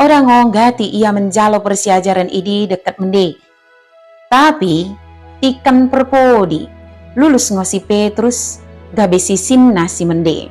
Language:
Batak Dairi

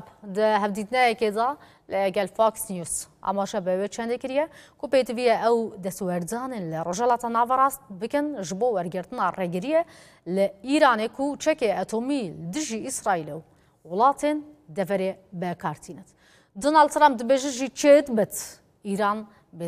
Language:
Kurdish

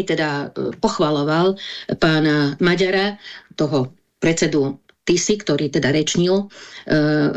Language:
Slovak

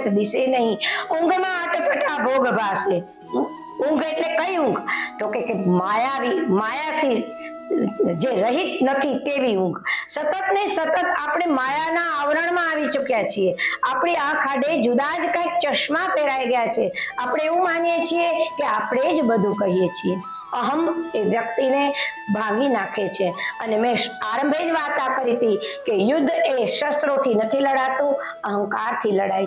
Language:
Gujarati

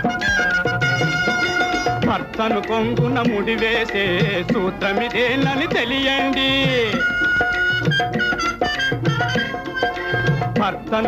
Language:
Telugu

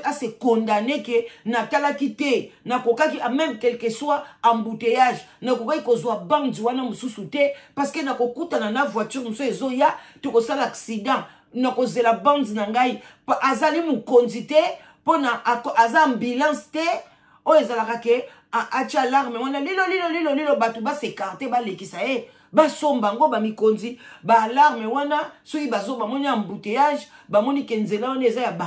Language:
Lingala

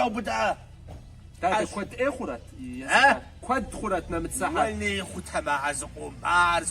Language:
Kabardian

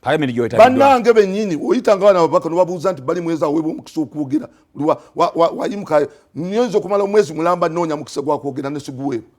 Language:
Ganda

